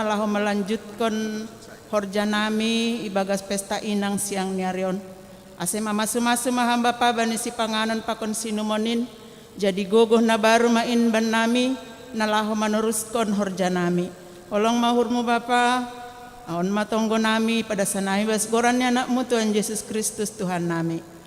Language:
Batak Simalungun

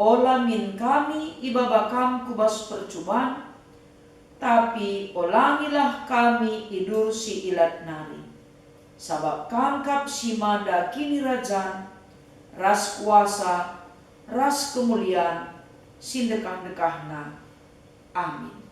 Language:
Batak Karo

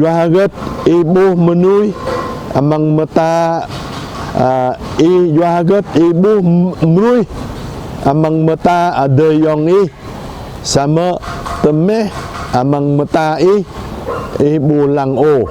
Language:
Jarai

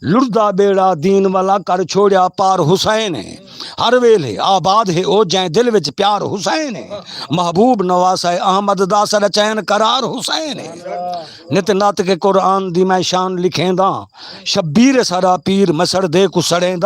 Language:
Saraiki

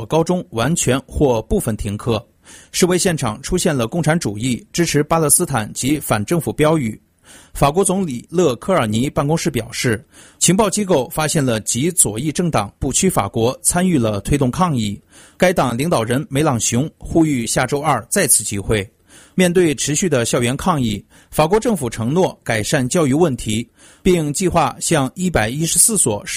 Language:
Chinese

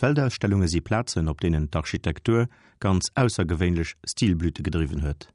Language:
Luxembourgish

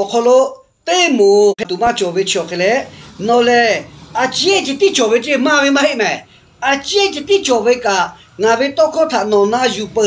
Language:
Lahu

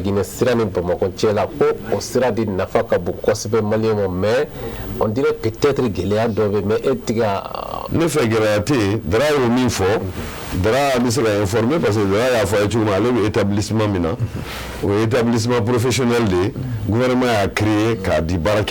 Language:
Bambara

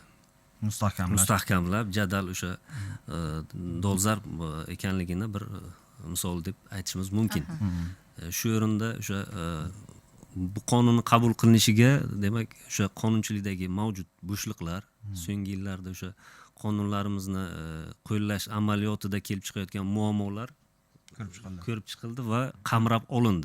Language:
Uzbek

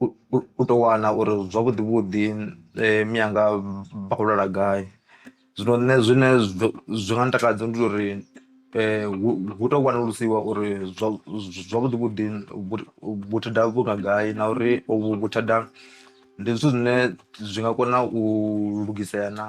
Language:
Venda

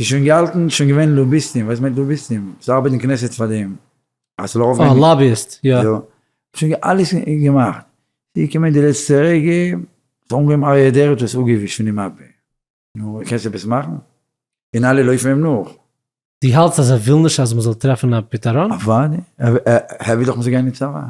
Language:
Yiddish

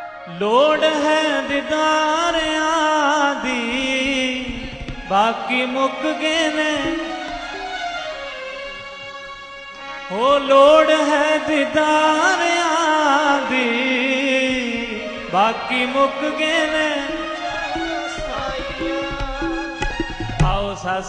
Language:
Punjabi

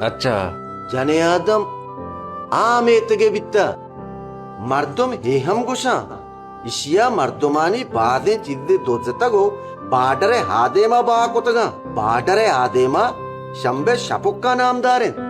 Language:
Baluchi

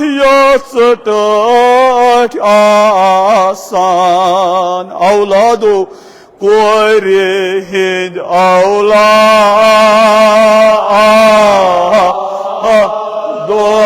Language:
Kashmiri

